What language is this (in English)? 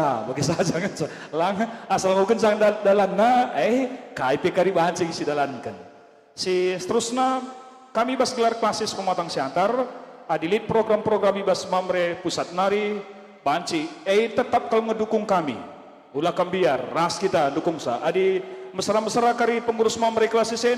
Batak Karo